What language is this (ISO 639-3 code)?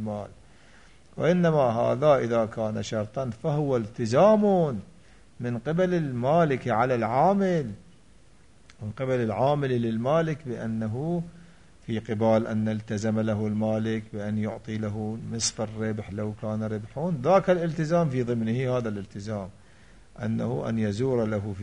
ara